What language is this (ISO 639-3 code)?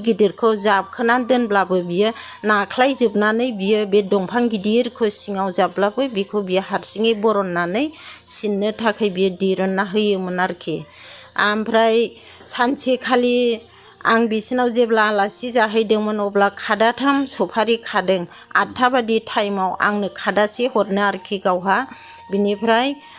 brx